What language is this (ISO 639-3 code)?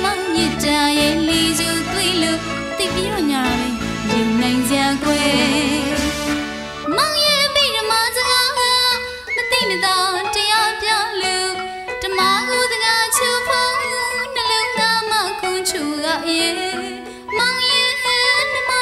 mya